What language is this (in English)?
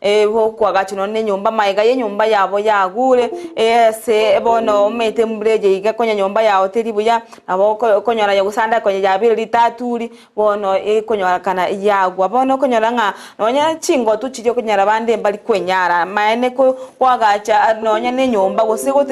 Gusii